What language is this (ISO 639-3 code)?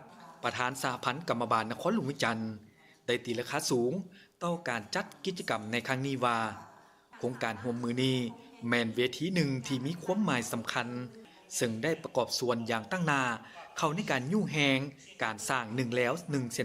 lao